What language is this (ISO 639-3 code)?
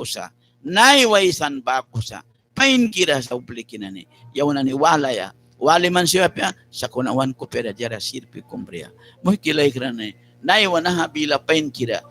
miq